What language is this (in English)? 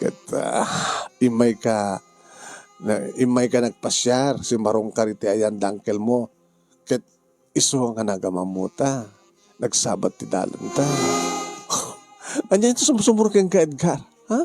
Iloko